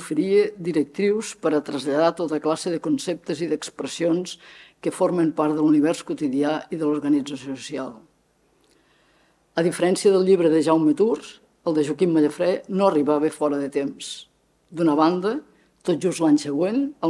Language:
Catalan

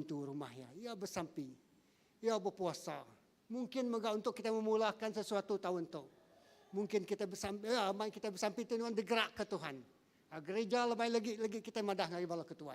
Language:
Iban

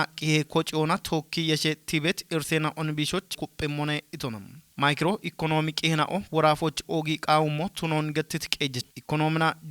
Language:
Kafa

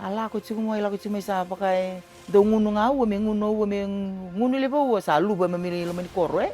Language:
Fijian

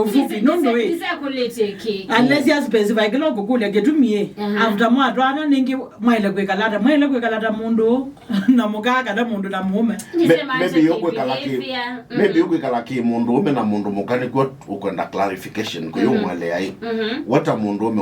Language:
Kamba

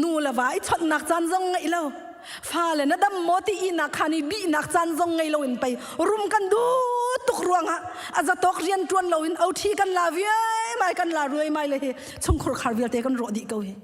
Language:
Hakha Chin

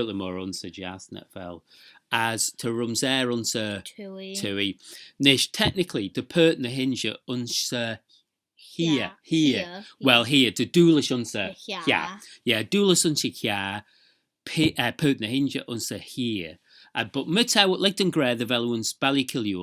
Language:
Manx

